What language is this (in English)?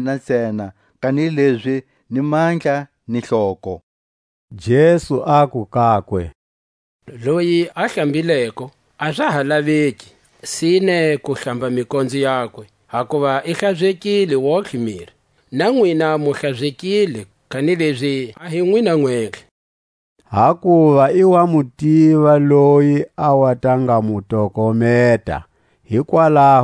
Tswa